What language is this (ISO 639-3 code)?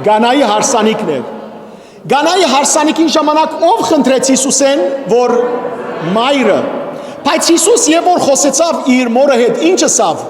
hyw